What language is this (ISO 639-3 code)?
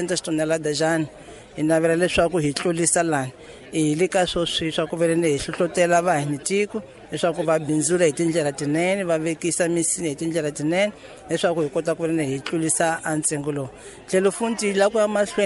tso